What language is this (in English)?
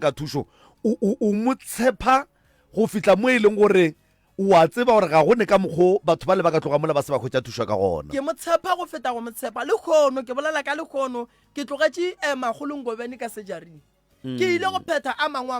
Northern Sotho